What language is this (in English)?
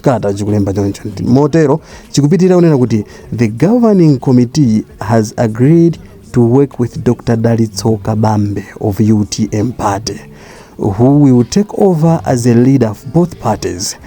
Nyanja